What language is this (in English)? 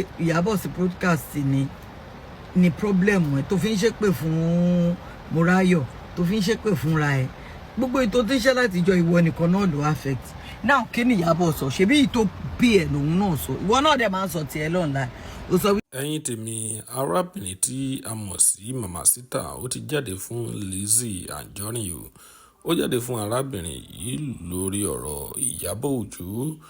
Yoruba